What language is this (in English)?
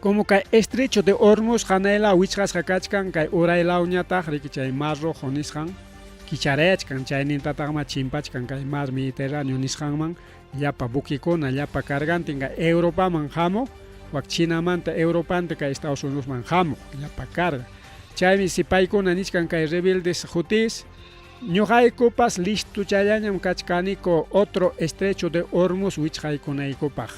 Ayacucho Quechua